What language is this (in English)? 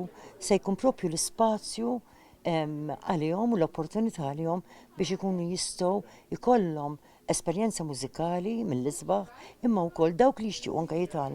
Maltese